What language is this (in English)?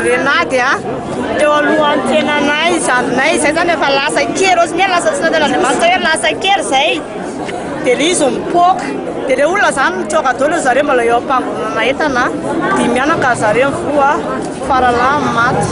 Malagasy